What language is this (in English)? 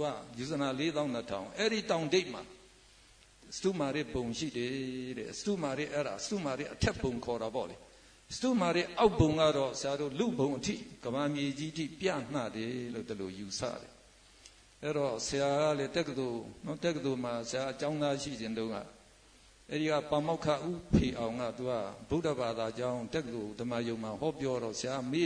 Burmese